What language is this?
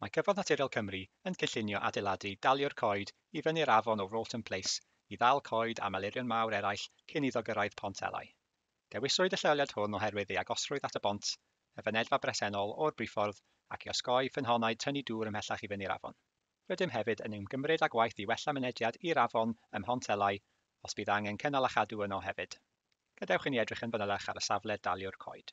Welsh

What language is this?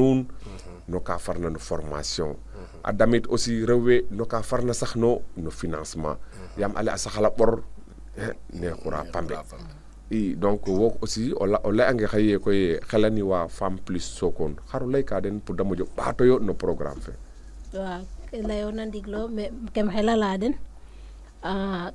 Serer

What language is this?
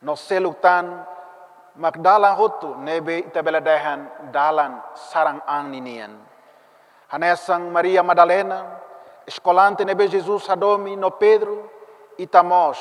Tetum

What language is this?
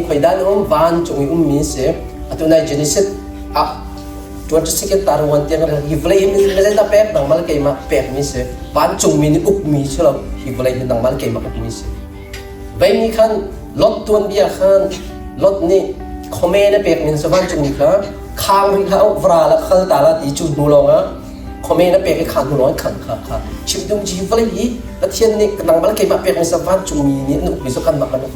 Hakha Chin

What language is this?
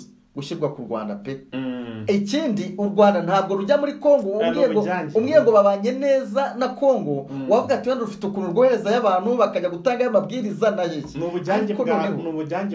Kinyarwanda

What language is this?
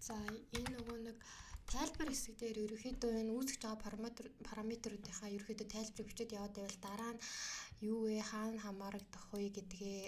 Mongolian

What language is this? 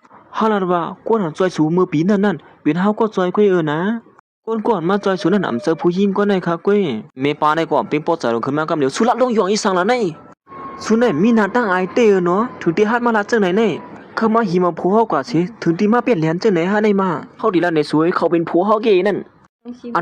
Shan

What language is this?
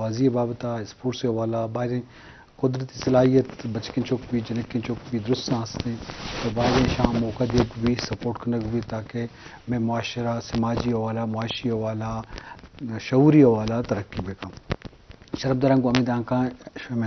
Eastern Balochi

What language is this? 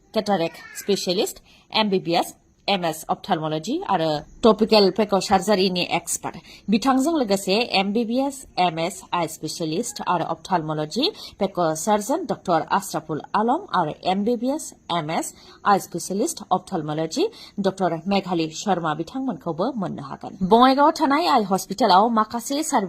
Bodo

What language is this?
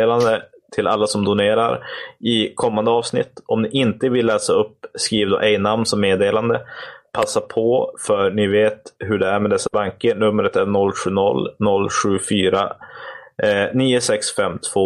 Swedish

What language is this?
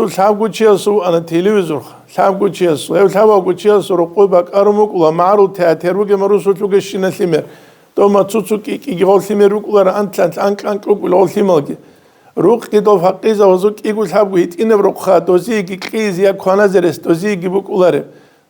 Avaric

